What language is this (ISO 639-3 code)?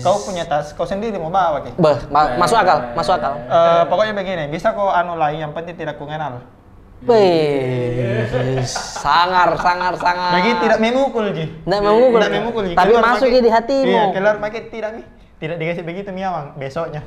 mfp